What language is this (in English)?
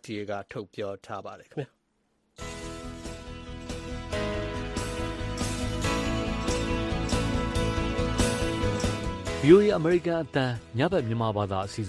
Burmese